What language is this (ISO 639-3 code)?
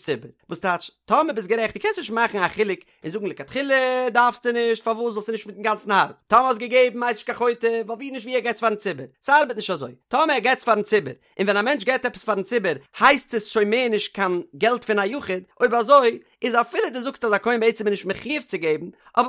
yid